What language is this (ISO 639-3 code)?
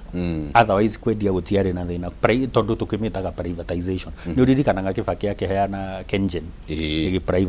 kik